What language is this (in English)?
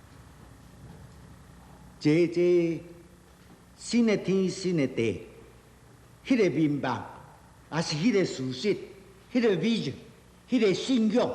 Min Nan Chinese